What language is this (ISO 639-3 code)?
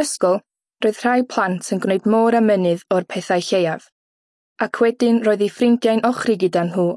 cym